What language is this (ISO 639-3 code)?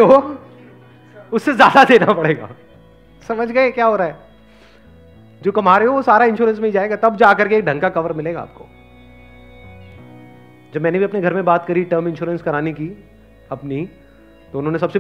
hin